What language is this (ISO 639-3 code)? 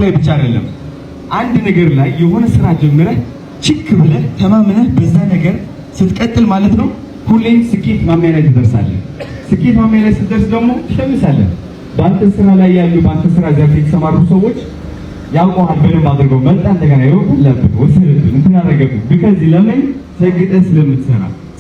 amh